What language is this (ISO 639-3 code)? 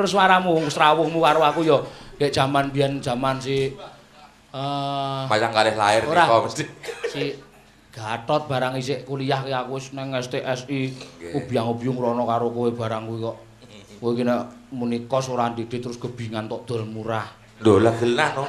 jav